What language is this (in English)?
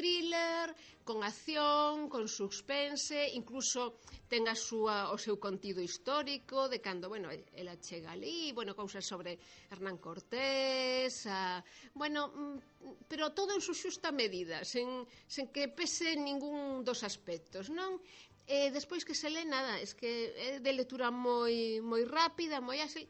Galician